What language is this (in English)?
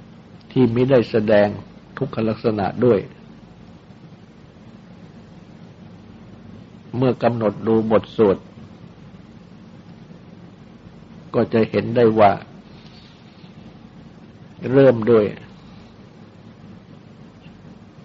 Thai